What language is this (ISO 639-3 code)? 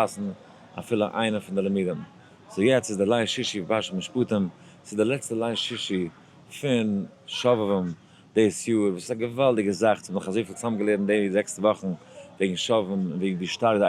yid